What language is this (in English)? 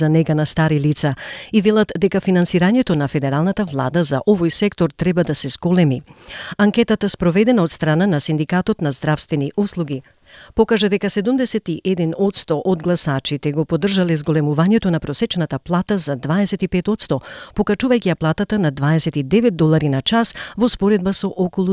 Macedonian